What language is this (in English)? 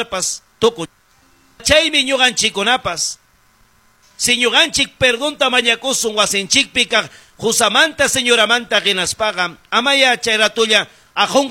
Ayacucho Quechua